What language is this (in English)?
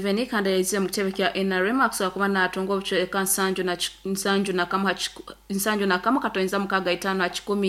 Nyoro